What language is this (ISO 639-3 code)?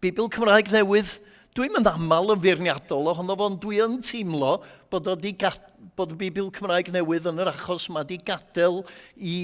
cym